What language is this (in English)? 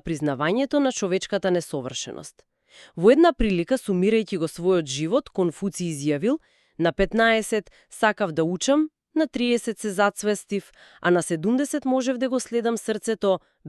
Macedonian